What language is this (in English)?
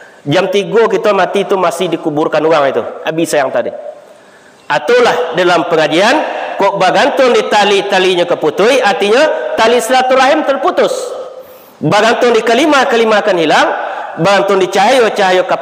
Minangkabau